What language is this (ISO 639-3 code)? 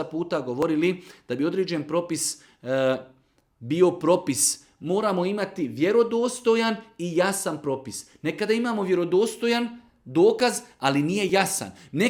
srp